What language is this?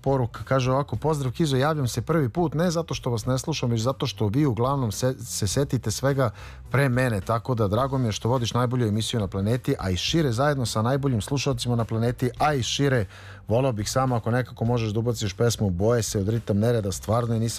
Serbian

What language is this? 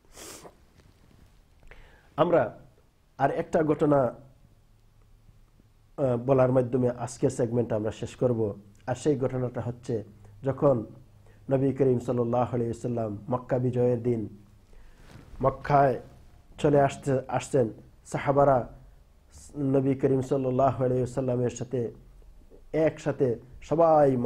Bangla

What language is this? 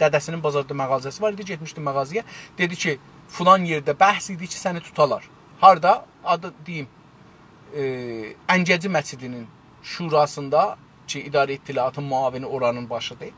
South Azerbaijani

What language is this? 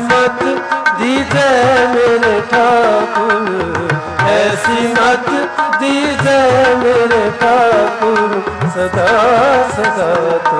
Punjabi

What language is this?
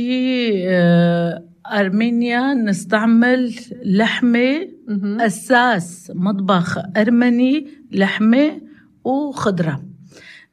North Levantine Arabic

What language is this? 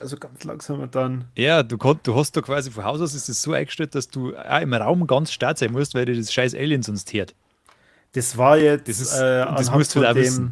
Bavarian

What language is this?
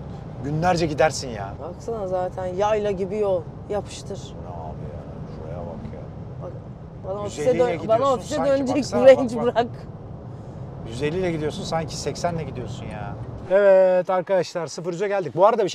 Turkish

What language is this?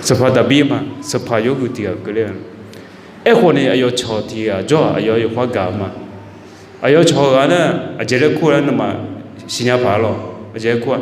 Akha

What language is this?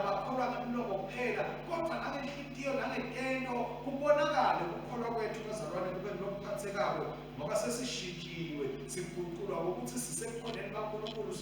Swati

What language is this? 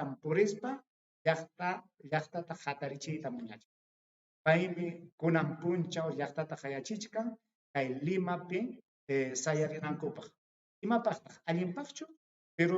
Ayacucho Quechua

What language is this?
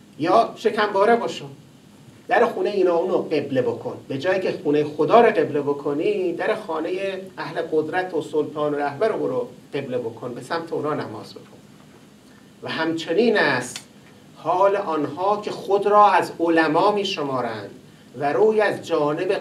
Persian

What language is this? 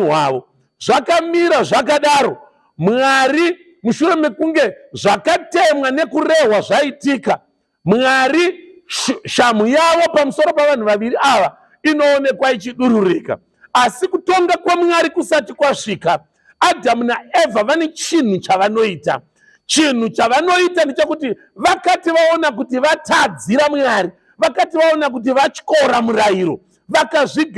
Shona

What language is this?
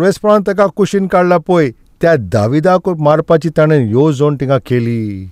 Konkani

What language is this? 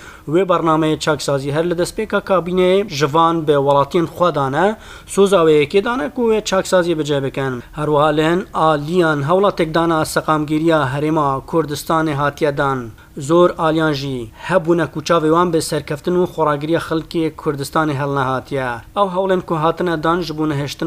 Kurdish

